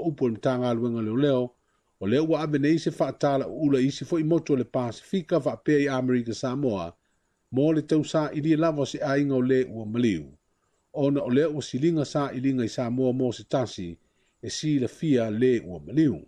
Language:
Samoan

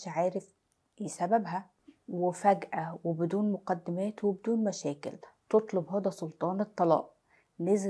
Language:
Egyptian Arabic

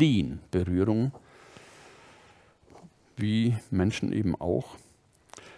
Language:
German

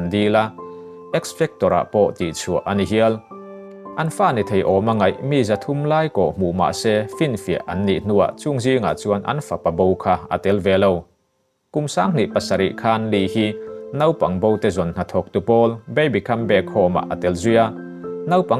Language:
Mizo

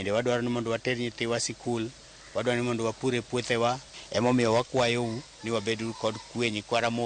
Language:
Luo (Kenya and Tanzania)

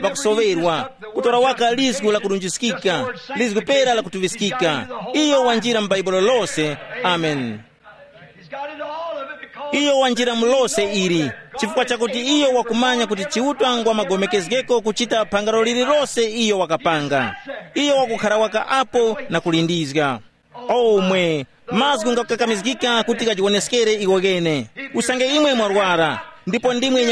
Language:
Tumbuka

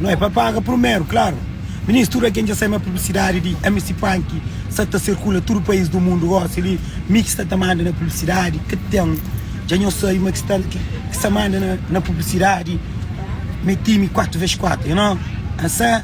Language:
Kabuverdianu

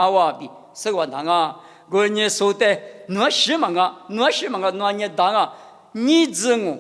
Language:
Lisu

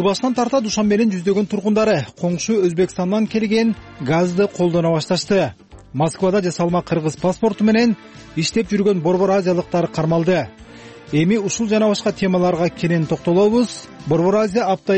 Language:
Kyrgyz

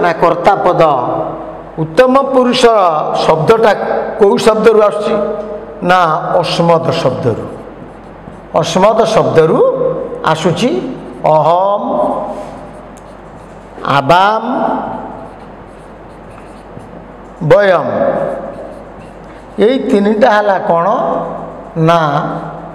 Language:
Odia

